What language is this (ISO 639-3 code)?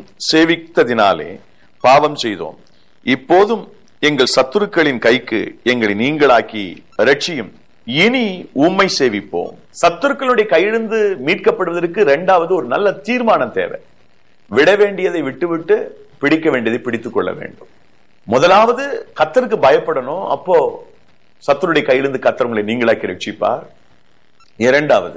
tam